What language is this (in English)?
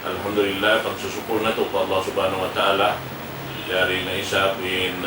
Tausug